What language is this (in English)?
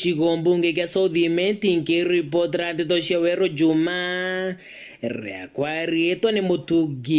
Meru